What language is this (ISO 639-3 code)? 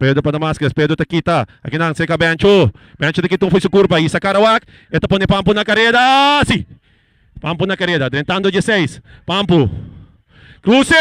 pap